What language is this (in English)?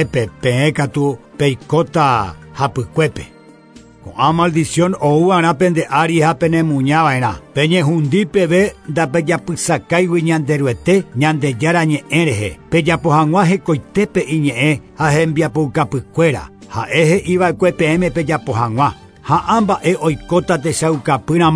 Guarani